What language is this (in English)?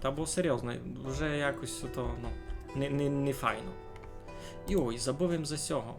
Rusyn